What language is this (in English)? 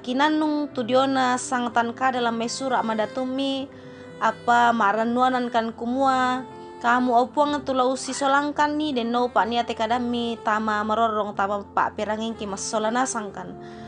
Toraja-Sa'dan